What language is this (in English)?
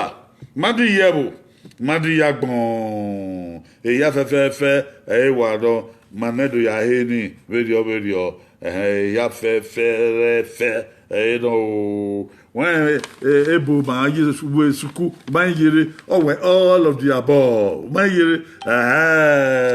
Bini